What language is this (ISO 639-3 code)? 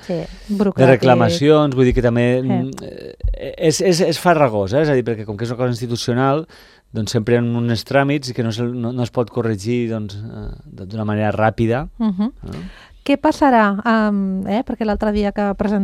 cat